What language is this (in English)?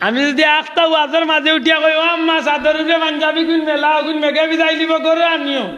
Sylheti